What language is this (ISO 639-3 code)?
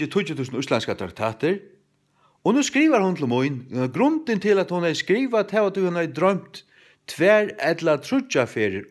fao